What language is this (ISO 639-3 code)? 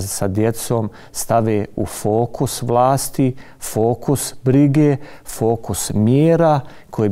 bos